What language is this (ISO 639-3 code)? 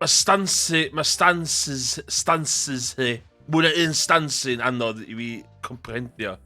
cym